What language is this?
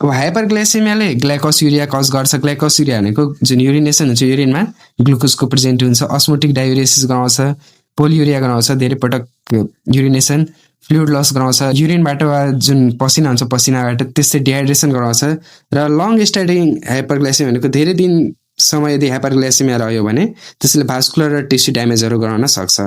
Nepali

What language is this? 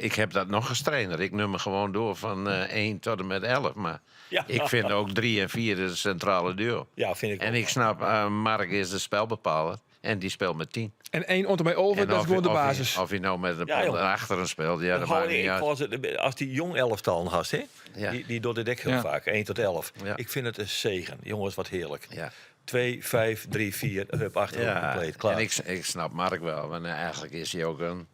Western Frisian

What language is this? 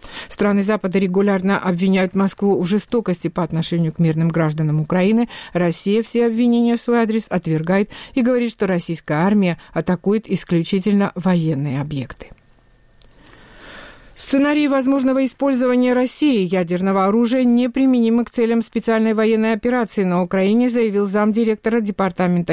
Russian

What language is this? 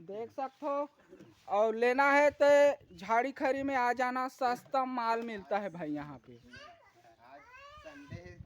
Chhattisgarhi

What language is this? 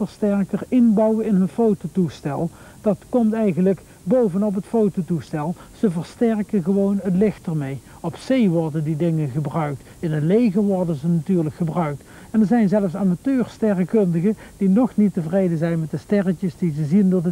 Dutch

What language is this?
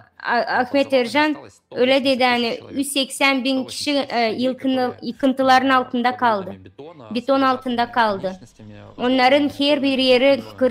Gagauz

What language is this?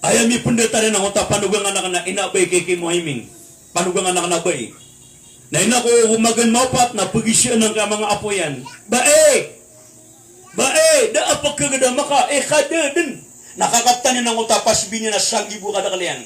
Maranao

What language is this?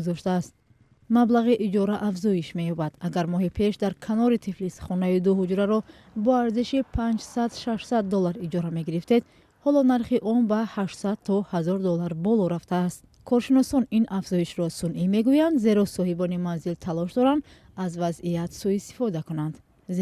Tajik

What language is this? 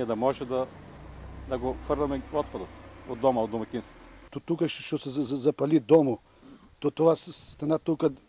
Macedonian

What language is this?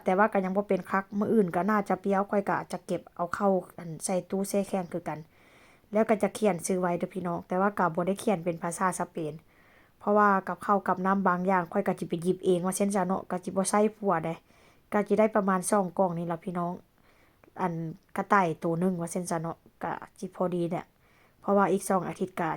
Lao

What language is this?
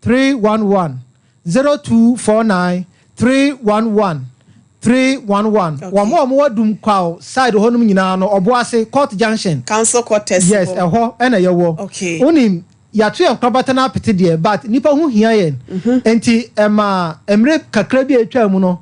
Akan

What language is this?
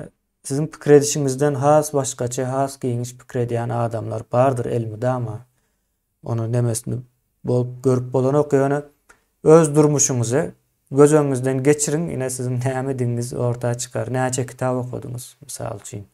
Turkmen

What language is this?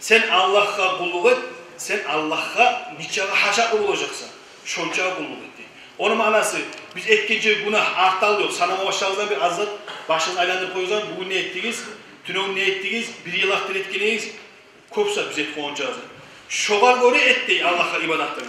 Kumyk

